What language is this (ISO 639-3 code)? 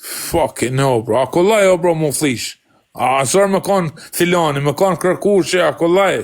sqi